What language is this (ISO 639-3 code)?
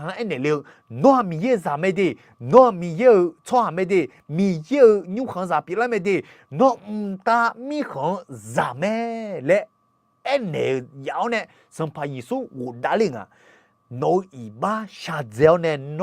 ahk